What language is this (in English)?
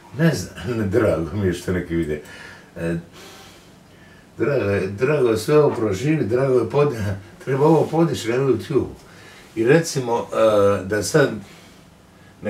Croatian